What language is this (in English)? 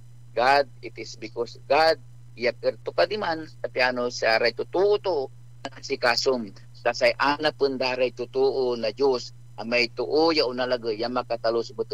Pangasinan